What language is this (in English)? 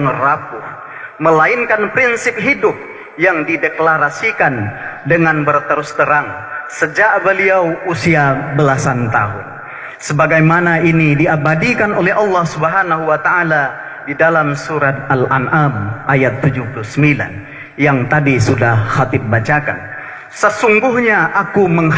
Indonesian